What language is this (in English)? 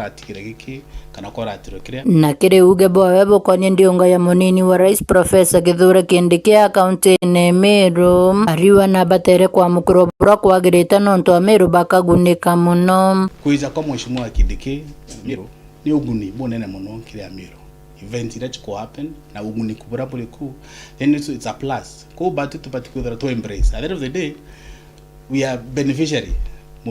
Meru